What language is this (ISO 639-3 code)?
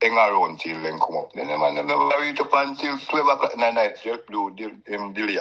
jam